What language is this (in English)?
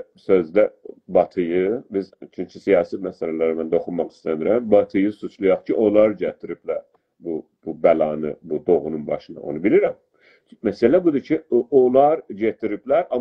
South Azerbaijani